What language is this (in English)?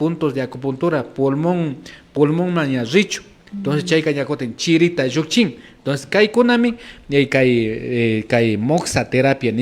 Imbabura Highland Quichua